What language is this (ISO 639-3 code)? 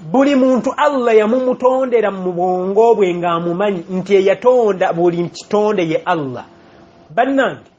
lug